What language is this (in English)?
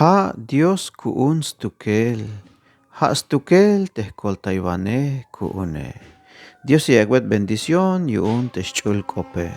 Tzeltal